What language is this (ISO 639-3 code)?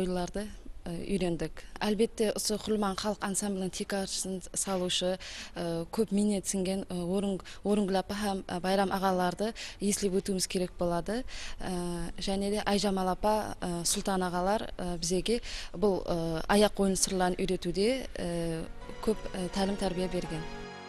kaa